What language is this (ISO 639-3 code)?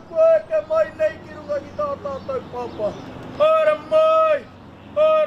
mri